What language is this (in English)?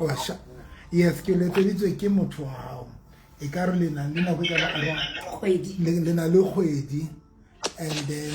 Southern Sotho